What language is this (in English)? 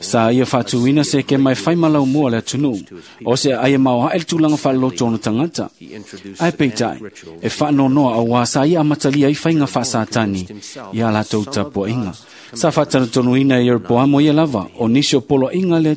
Samoan